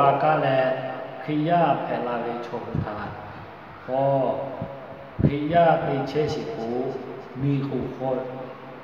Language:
Lahu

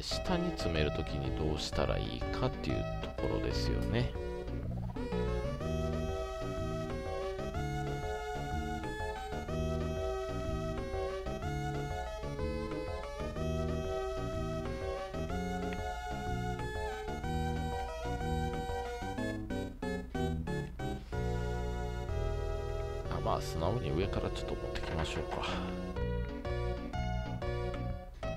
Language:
Japanese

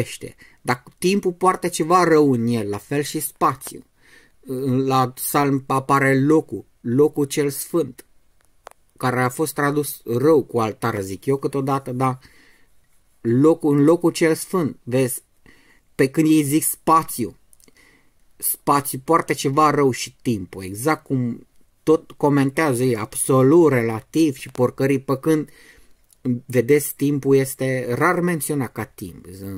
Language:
Romanian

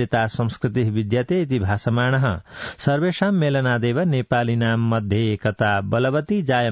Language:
Sanskrit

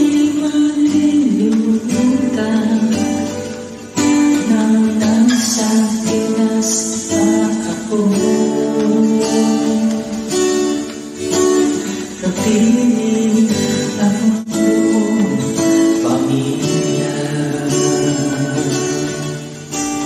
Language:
Filipino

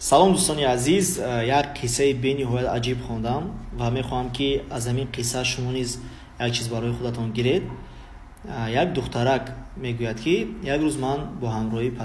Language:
Tajik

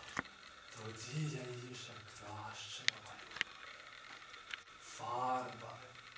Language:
Ukrainian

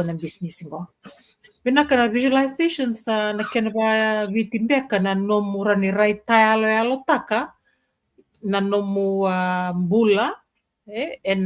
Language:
Fijian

